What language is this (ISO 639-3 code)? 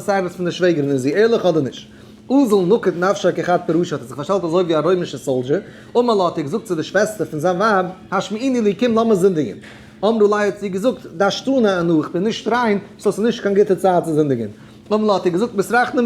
yid